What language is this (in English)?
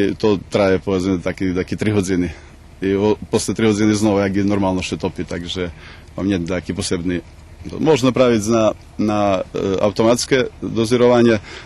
Rusyn